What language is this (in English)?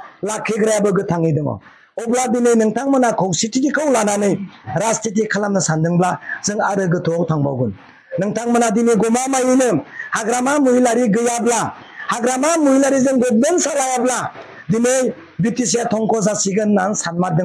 Bodo